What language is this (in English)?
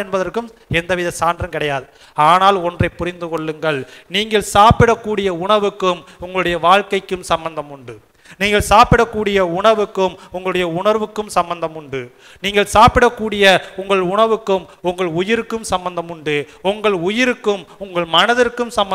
Tamil